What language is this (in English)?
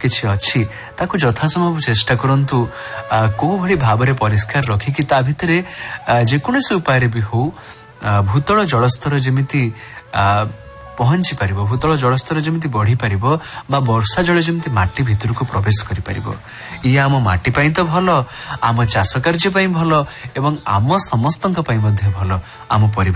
Odia